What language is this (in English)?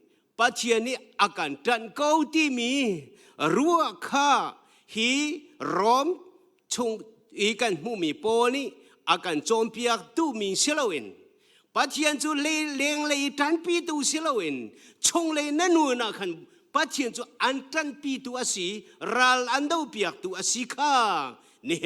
Hakha Chin